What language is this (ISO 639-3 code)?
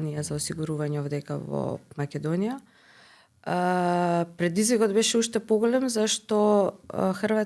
mkd